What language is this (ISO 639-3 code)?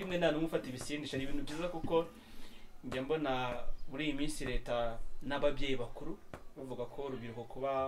kin